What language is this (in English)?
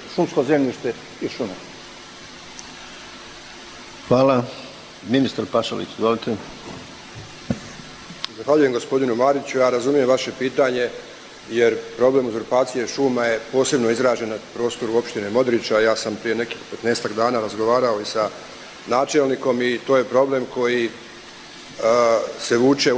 Bosnian